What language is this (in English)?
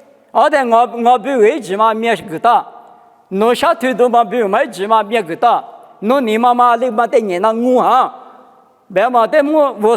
Lisu